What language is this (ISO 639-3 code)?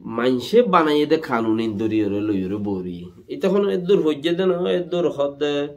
rhg